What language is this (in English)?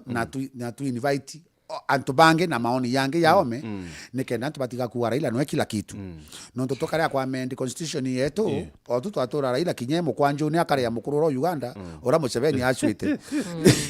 Meru